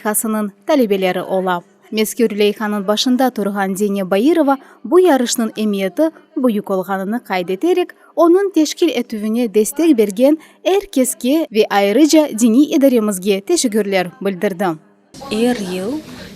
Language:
Crimean Tatar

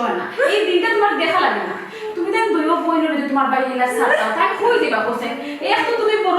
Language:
Sylheti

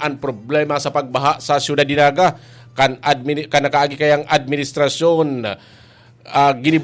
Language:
Bikol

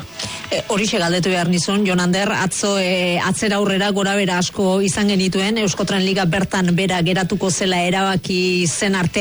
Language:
Basque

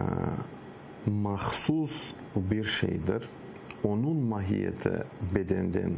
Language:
Crimean Tatar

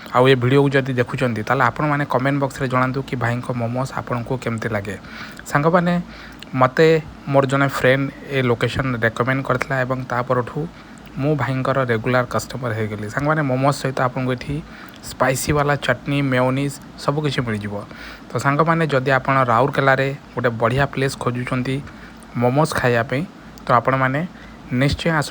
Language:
Odia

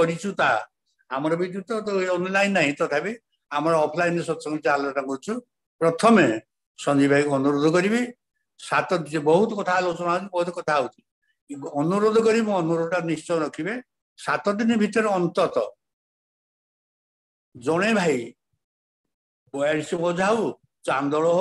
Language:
Odia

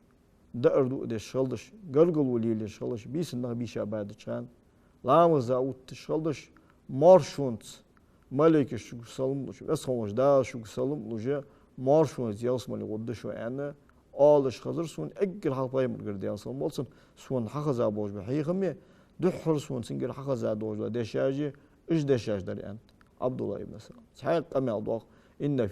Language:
Ingush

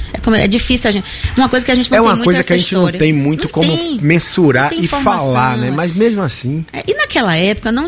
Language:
Portuguese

